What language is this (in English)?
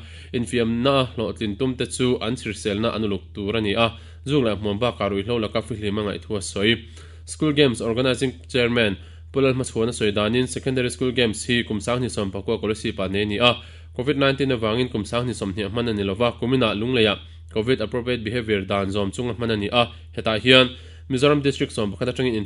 Mizo